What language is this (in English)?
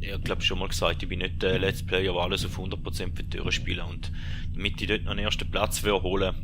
Swiss German